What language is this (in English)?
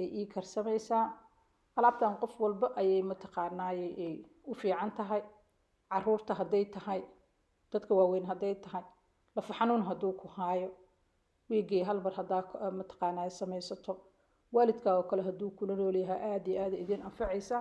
Somali